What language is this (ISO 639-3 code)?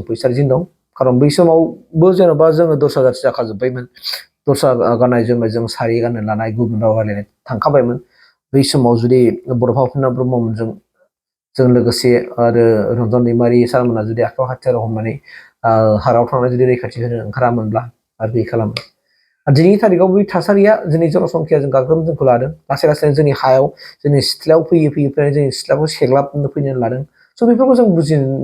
brx